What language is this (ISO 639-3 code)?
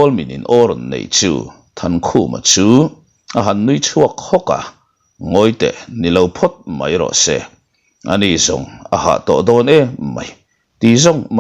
lus